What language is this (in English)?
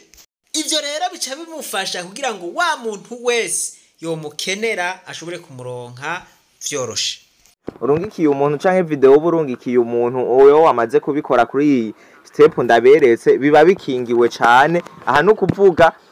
Rundi